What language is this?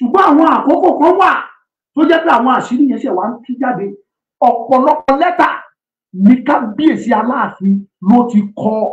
Yoruba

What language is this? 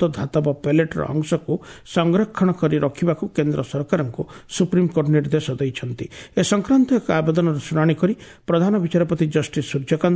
Odia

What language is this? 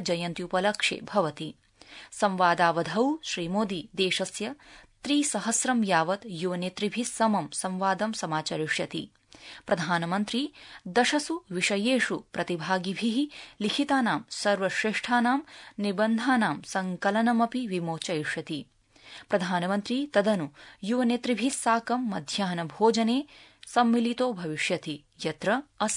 Sanskrit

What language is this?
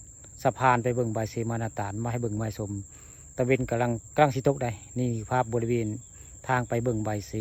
Northeastern Thai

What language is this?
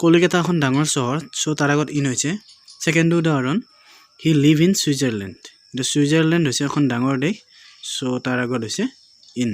Assamese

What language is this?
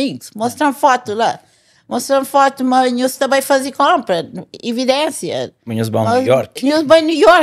Kabuverdianu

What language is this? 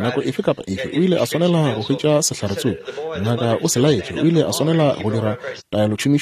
Northern Sotho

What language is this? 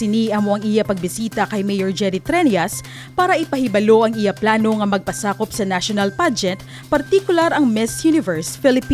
Hiligaynon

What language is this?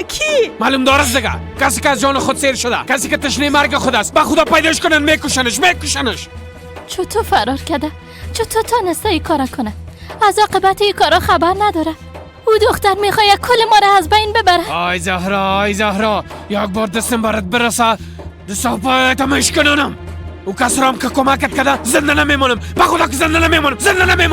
Persian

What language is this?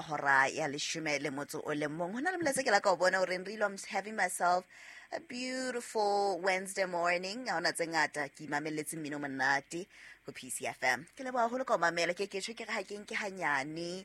Southern Sotho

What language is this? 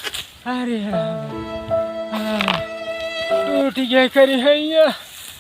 Awadhi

